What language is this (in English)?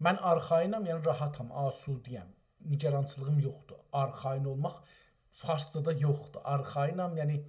South Azerbaijani